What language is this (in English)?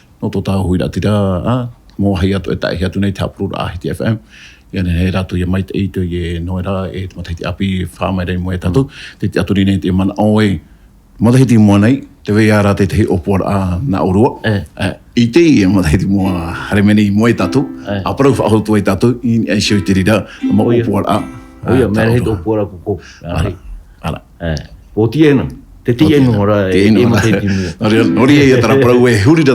Tahitian